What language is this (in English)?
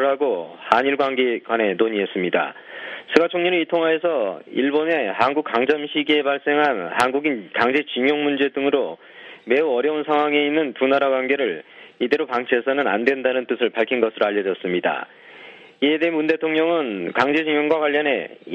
Korean